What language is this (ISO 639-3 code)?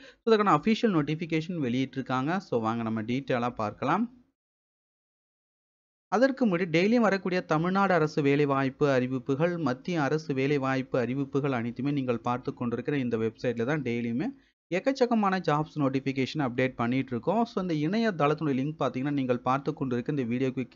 tam